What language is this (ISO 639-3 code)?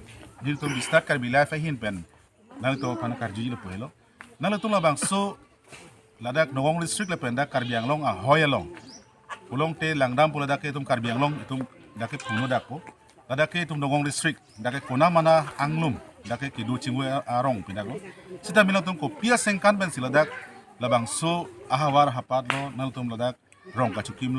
mjw